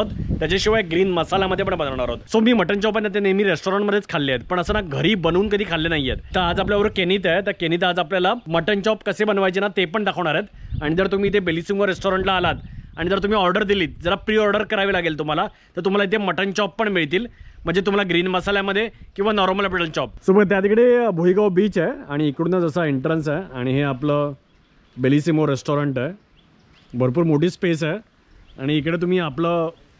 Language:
Marathi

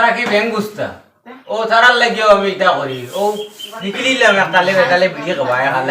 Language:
Sylheti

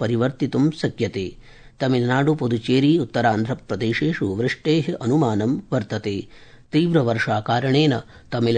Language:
Sanskrit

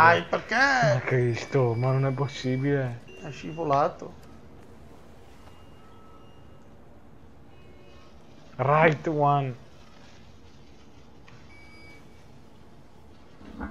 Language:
Italian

